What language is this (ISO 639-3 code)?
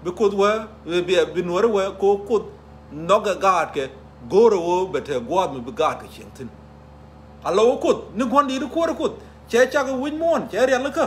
nus